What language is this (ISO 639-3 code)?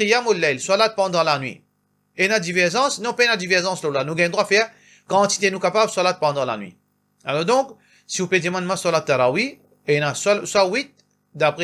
mfe